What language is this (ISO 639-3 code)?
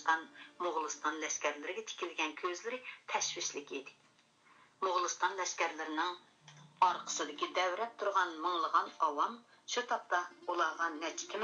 uig